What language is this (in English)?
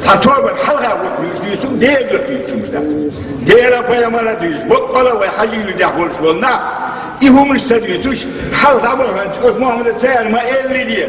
Chechen